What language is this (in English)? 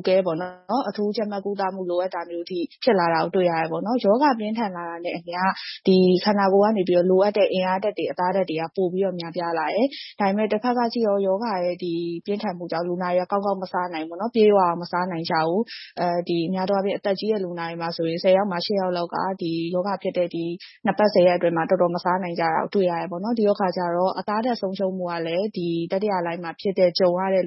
Burmese